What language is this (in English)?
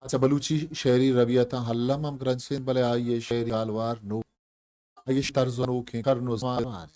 Eastern Balochi